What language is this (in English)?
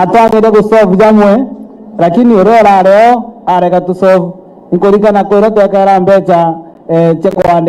Meru